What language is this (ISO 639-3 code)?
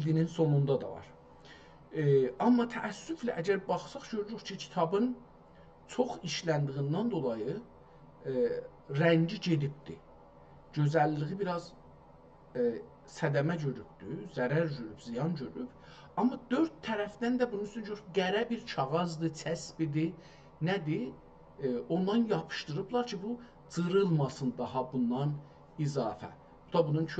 azb